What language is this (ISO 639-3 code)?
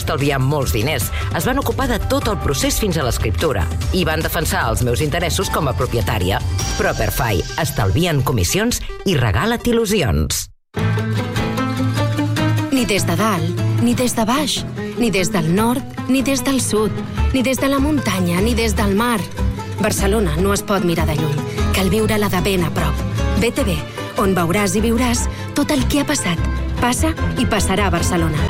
cat